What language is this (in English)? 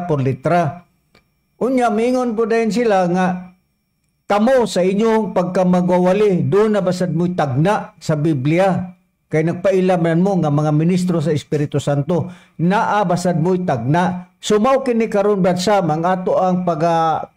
Cebuano